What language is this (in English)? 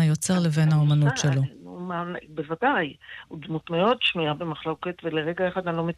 Hebrew